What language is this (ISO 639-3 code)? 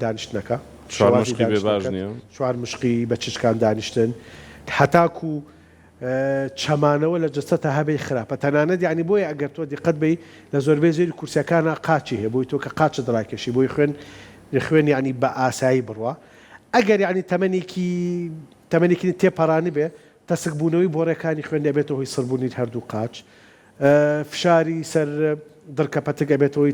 ckb